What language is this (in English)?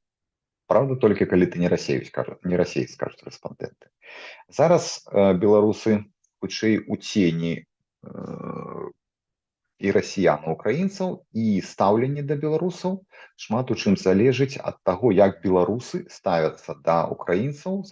Belarusian